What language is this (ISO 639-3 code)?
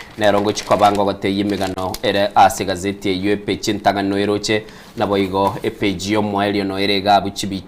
guz